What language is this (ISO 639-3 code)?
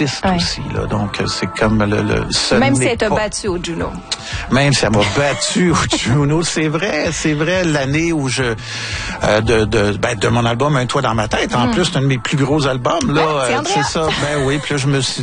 fra